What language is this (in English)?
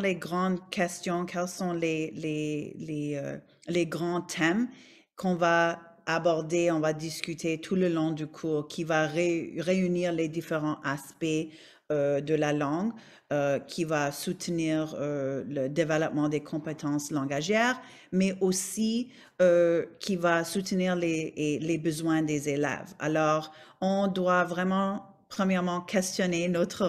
French